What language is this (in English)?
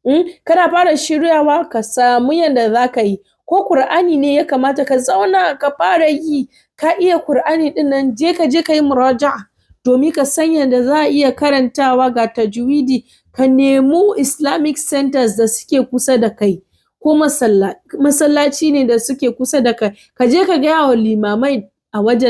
Hausa